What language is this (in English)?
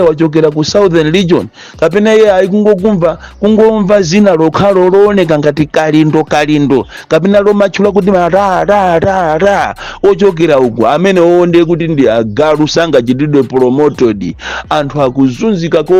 Nyanja